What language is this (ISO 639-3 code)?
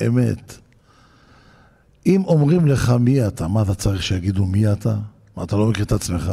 heb